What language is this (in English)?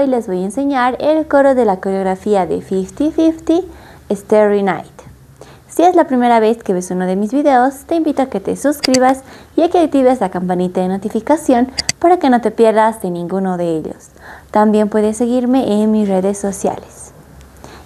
Spanish